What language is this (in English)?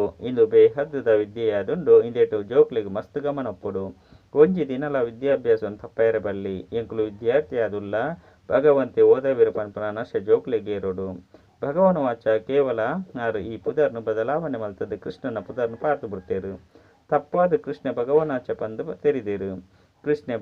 Tulu